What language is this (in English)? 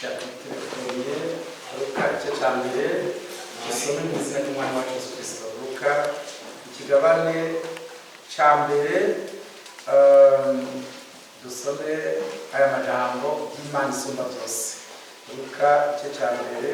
Rundi